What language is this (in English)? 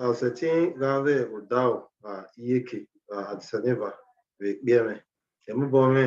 Bini